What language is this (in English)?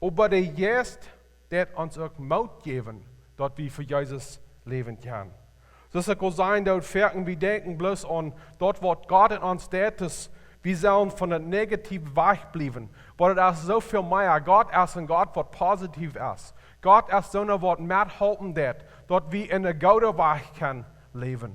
Plautdietsch